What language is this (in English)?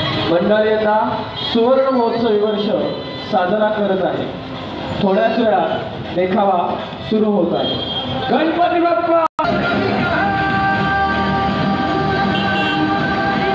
Marathi